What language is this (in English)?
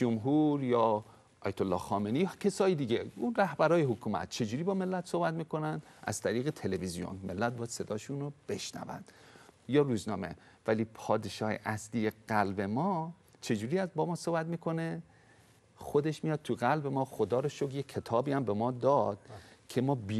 Persian